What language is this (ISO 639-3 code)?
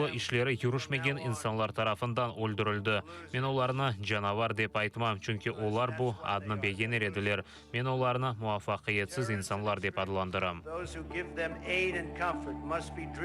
crh